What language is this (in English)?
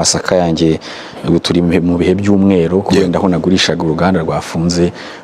Kinyarwanda